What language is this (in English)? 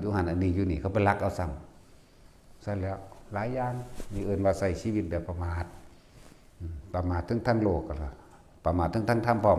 Northeastern Thai